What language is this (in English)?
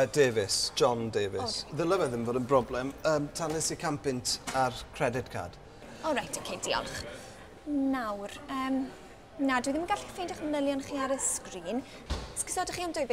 Welsh